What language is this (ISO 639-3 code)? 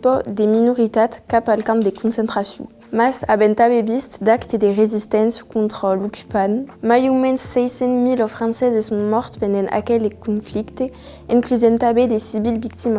oci